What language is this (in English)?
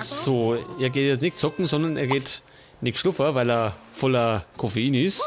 Bavarian